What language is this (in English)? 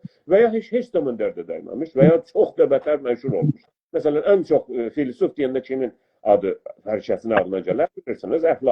South Azerbaijani